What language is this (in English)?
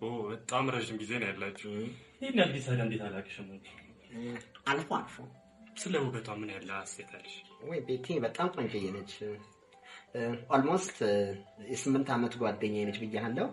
Amharic